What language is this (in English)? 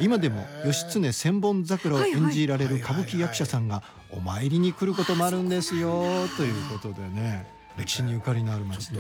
Japanese